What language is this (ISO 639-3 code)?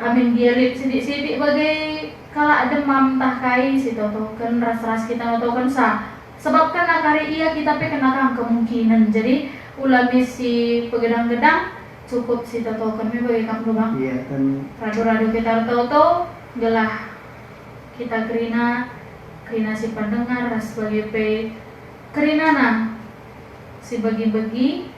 btx